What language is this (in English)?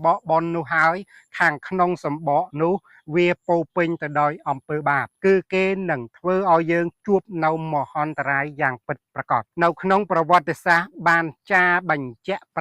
Khmer